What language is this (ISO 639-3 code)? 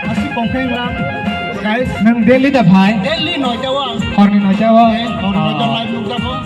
trp